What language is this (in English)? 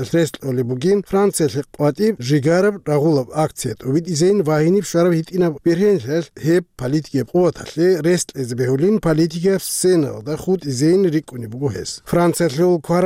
Avaric